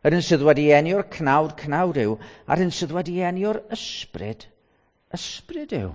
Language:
Welsh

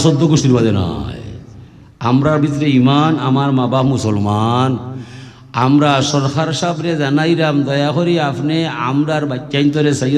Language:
Sylheti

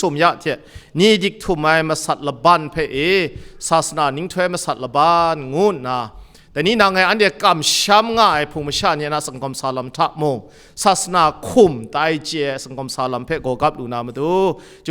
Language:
Kachin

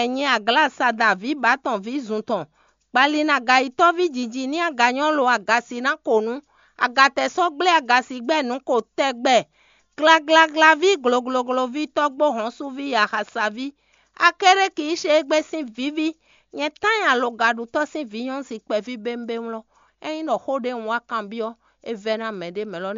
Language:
Fon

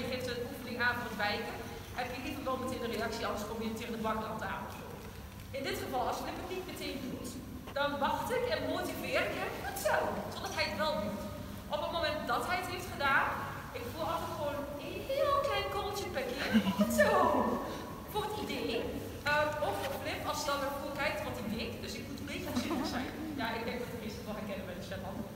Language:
Dutch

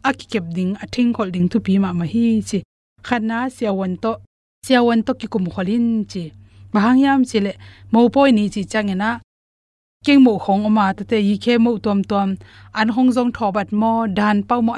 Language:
Tedim Chin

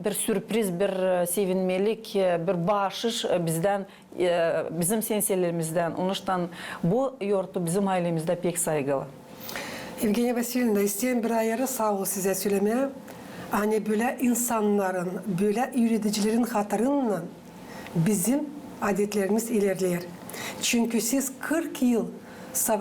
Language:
Gagauz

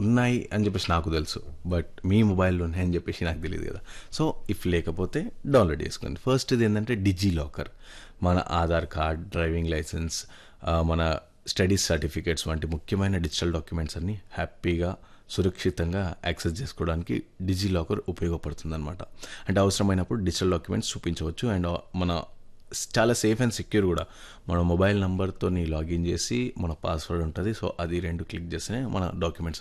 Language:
Telugu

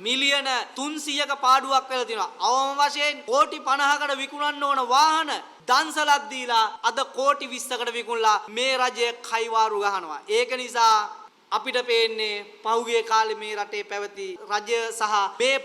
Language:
Sinhala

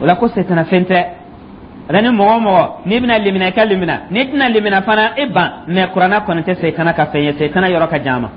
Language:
Dyula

